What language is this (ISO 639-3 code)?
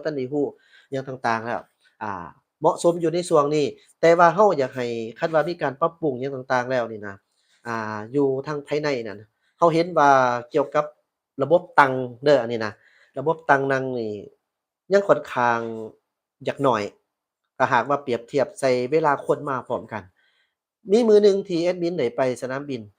lao